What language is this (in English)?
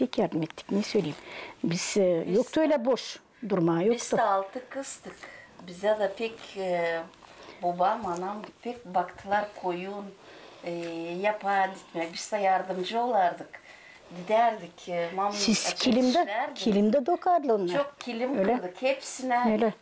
Gagauz